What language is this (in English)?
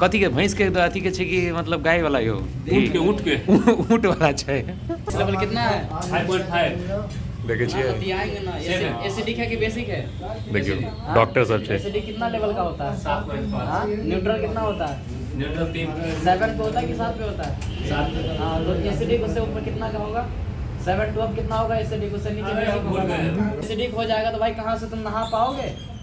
Maithili